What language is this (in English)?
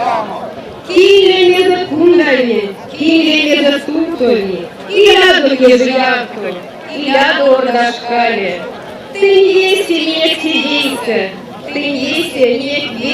Erzya